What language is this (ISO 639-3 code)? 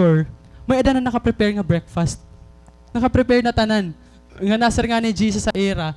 war